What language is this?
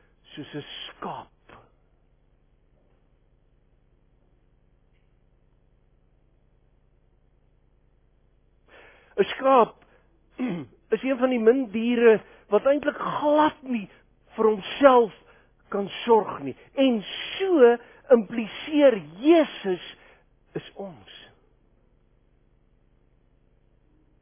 Afrikaans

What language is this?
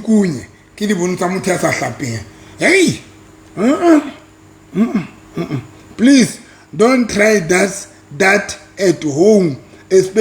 Southern Sotho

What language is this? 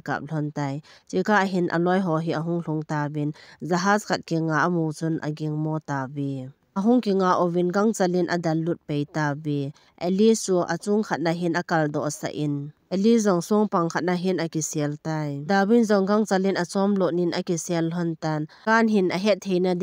Thado Chin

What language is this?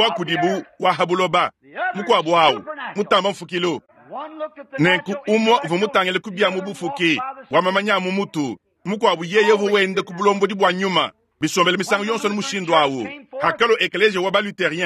Luba-Lulua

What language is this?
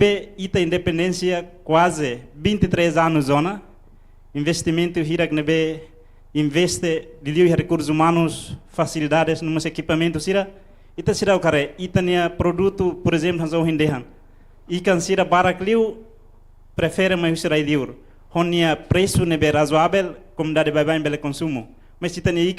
Tetum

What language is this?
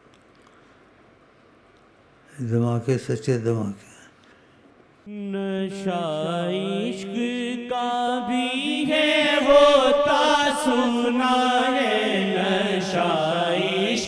Urdu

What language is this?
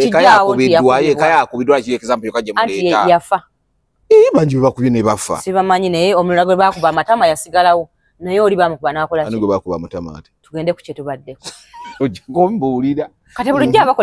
Ganda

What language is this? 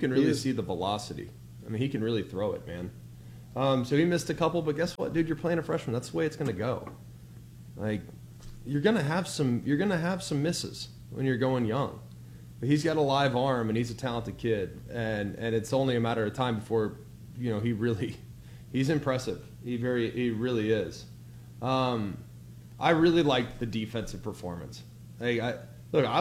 English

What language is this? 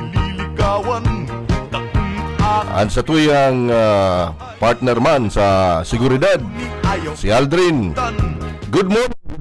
Bikol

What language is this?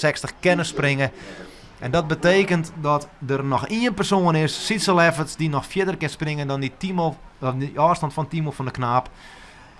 Western Frisian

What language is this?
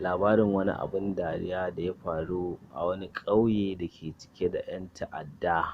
Hausa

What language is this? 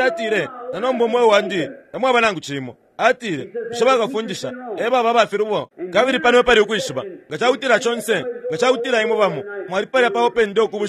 Bemba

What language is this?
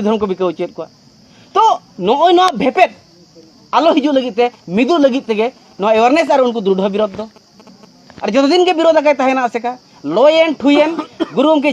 Santali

